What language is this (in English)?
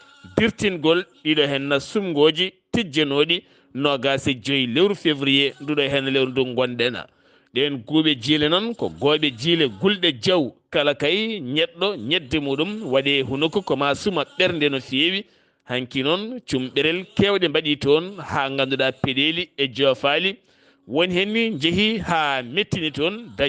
Fula